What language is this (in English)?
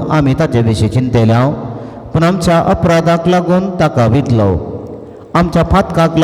Konkani